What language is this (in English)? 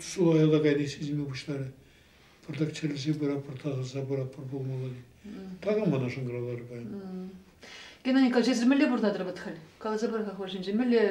Chuvash